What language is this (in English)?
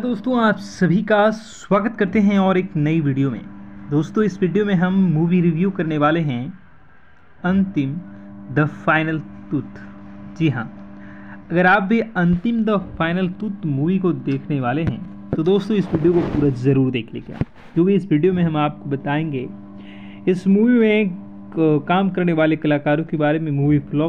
Hindi